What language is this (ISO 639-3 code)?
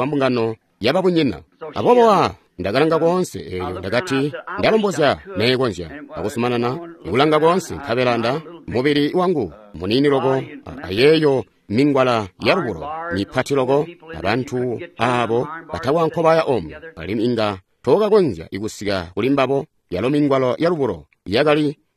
toi